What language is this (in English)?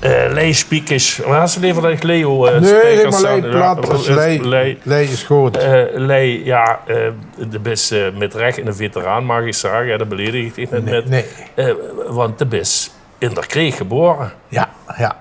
Limburgish